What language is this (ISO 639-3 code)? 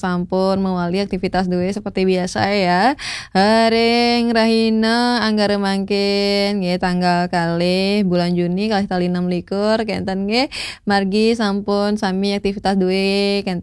ban